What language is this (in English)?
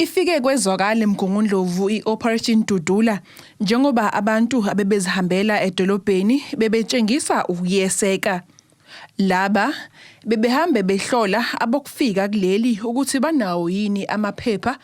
Zulu